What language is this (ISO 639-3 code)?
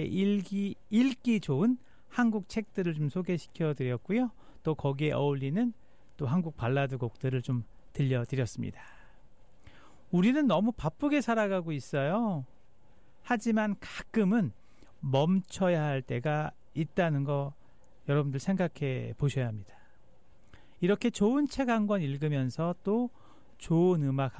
kor